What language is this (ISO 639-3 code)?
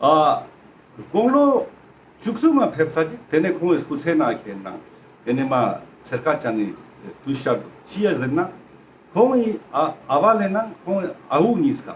lbj